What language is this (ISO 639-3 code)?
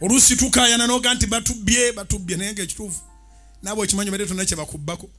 lug